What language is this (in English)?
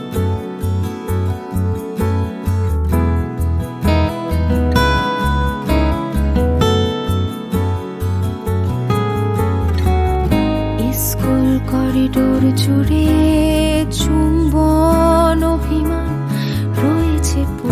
Bangla